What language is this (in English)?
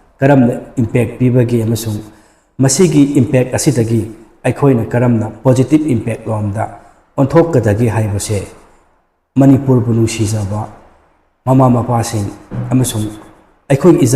Manipuri